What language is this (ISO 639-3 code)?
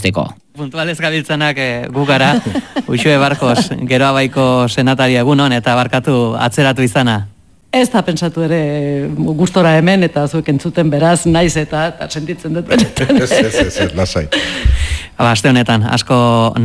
eus